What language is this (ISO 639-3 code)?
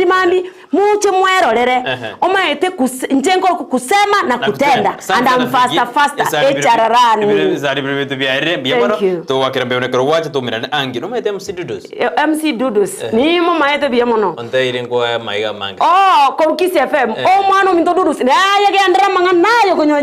guz